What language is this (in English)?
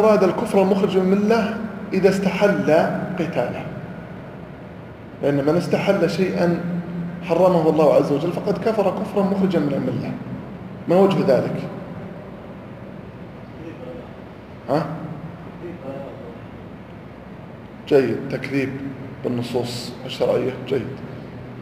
Arabic